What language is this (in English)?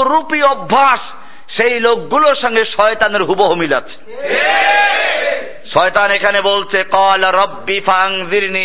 Bangla